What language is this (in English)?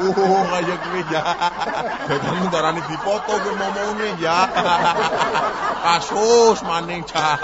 Javanese